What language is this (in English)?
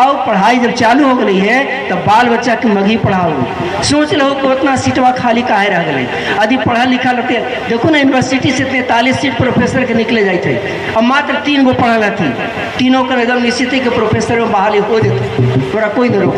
Magahi